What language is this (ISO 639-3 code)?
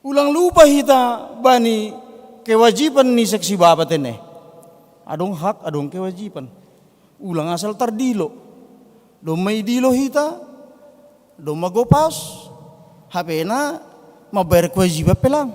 bts